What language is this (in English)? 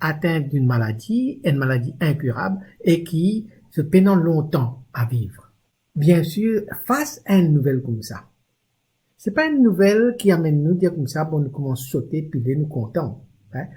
Morisyen